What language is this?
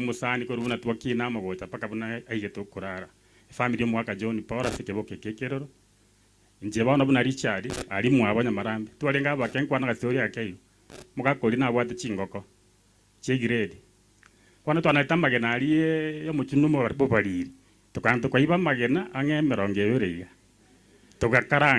Gusii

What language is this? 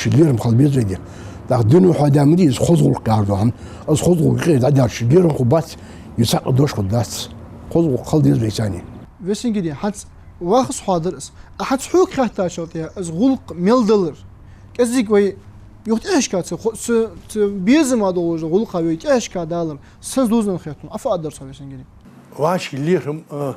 Ingush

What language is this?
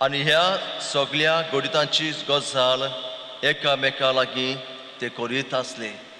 Konkani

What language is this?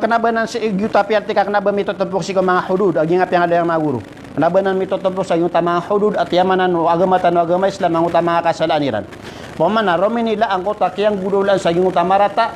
Maranao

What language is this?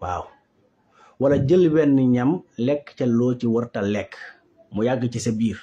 Wolof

